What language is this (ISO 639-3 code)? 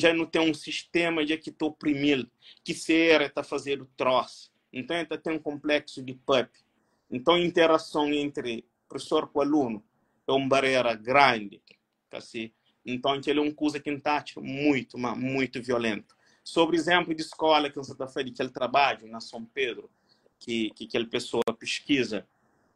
kea